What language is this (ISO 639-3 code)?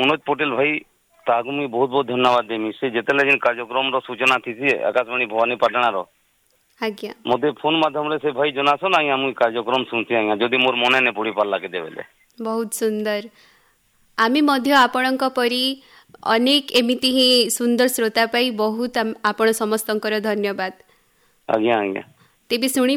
ori